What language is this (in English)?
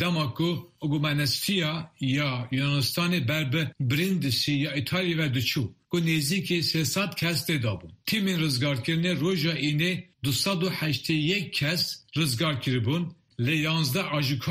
Kurdish